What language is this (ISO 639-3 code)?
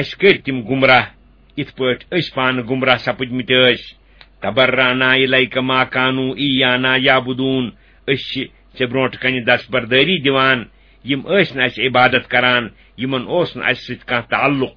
kas